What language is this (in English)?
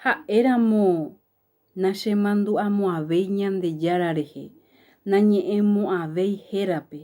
Guarani